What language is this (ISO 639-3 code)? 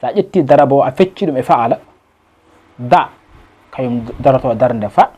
ful